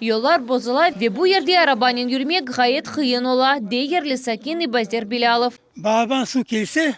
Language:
Crimean Tatar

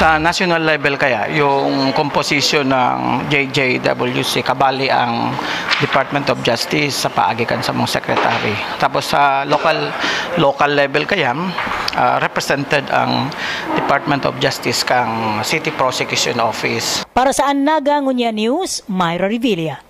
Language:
Bikol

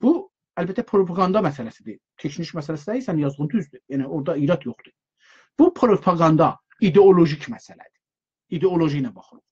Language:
South Azerbaijani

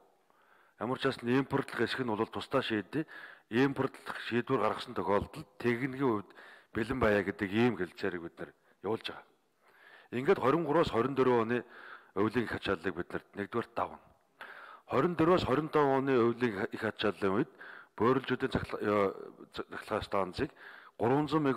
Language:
Mongolian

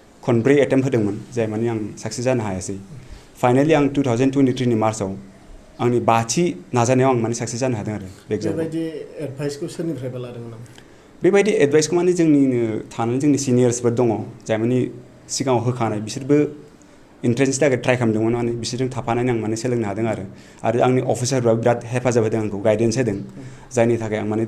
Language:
Bodo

